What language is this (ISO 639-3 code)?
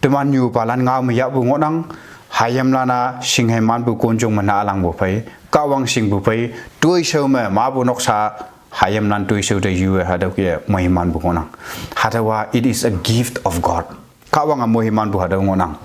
nbe